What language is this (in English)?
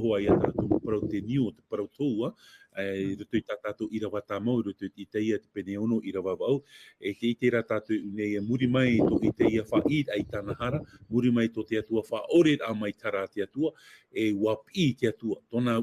Tahitian